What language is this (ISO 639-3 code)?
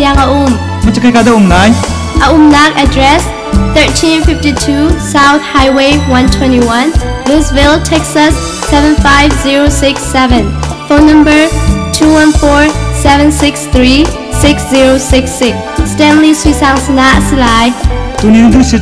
cnh